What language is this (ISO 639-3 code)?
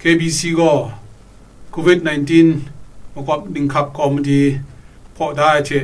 kac